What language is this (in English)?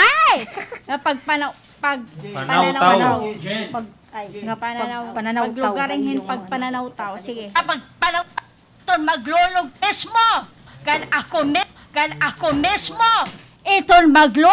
Waray